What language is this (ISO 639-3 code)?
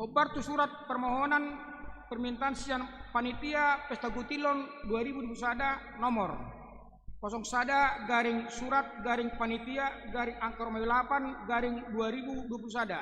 bbc